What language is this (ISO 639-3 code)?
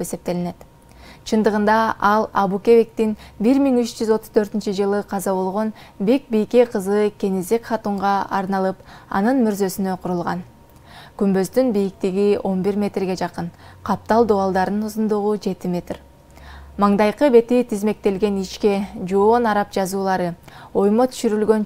kir